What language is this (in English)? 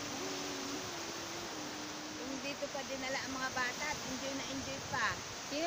Filipino